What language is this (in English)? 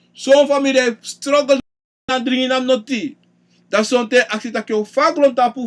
Sranan Tongo